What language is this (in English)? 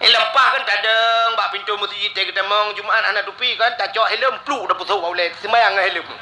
Achinese